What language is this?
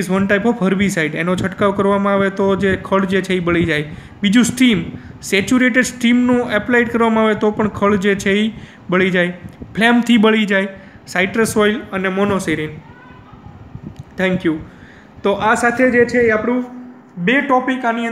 Gujarati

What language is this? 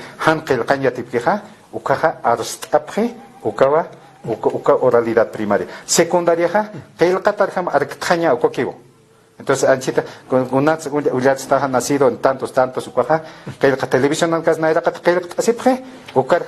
Aymara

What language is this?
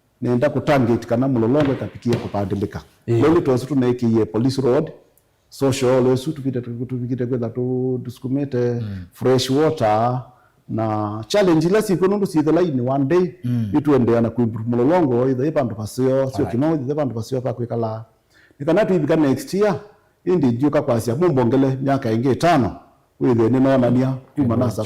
Kamba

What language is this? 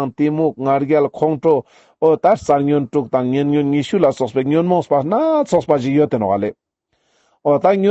Ladakhi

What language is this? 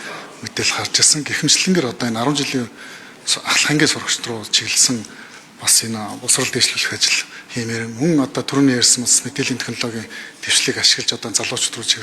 Mongolian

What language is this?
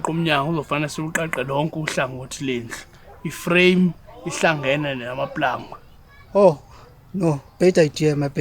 Zulu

